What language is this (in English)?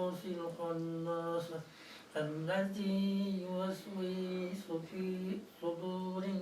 Kara-Kalpak